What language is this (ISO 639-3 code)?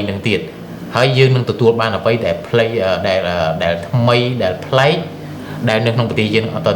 khm